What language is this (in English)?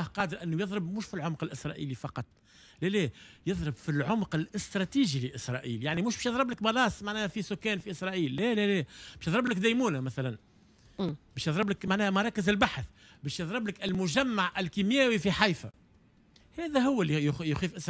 Tunisian Arabic